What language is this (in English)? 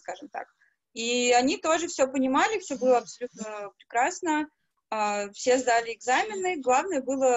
Russian